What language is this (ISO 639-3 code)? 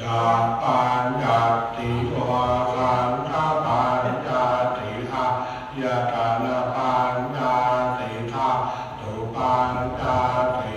pli